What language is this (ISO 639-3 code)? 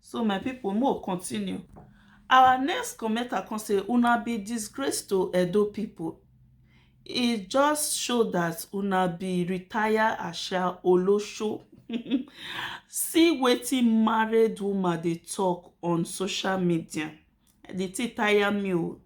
pcm